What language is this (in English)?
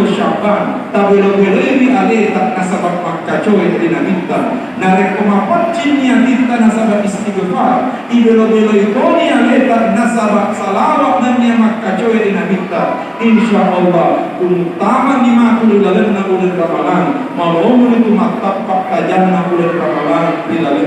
Buginese